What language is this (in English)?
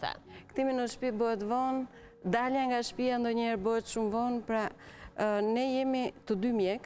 Albanian